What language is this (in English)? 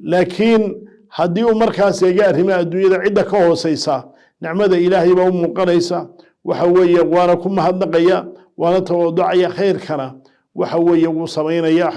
Somali